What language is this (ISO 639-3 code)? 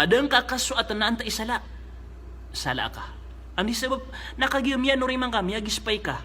mrw